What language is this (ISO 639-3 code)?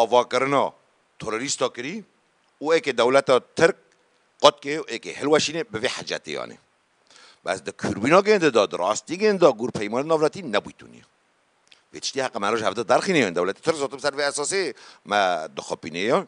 kur